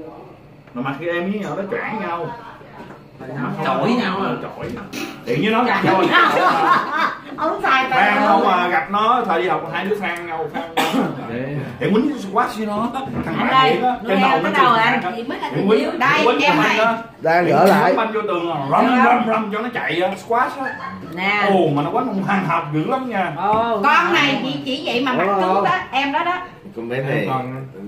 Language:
Vietnamese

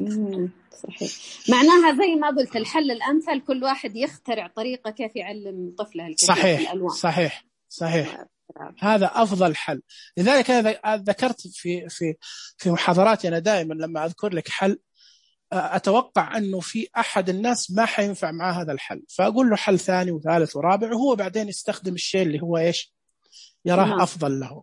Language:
Najdi Arabic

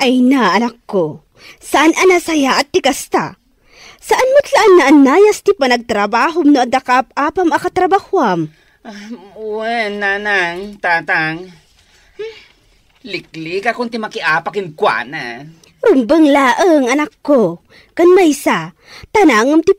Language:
Iloko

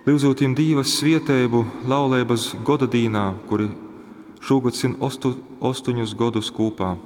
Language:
Latgalian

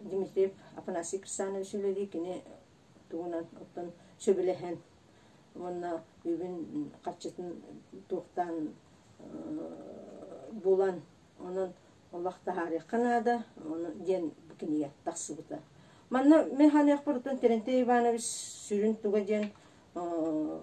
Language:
Yakut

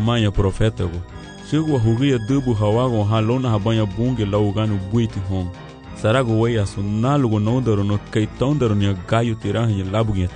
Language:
Garifuna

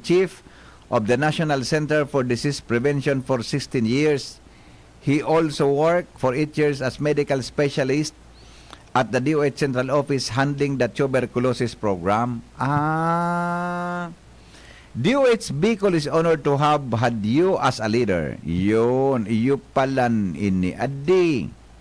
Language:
Bikol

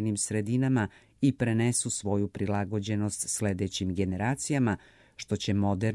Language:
Serbian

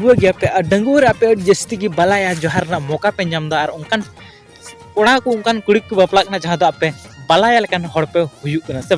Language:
Santali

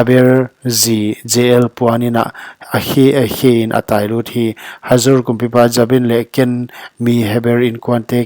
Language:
Paite Chin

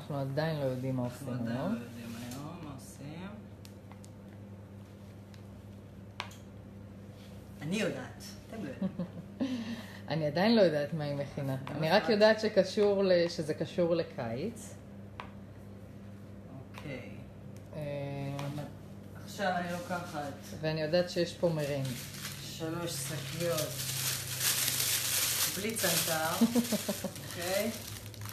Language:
Hebrew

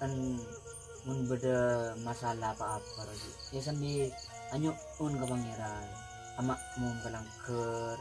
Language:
Madurese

